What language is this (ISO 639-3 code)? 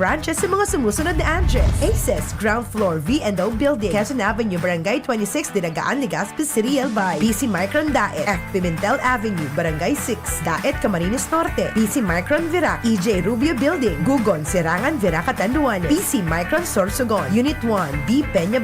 bik